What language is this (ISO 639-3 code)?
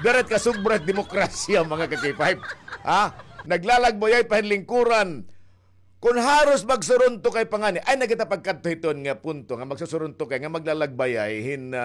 war